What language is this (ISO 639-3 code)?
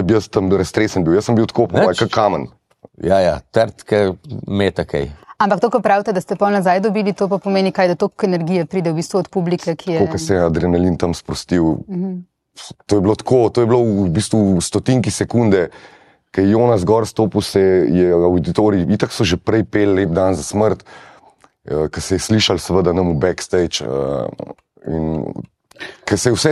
slv